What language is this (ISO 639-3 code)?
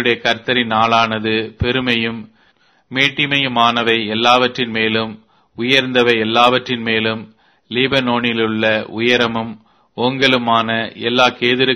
tam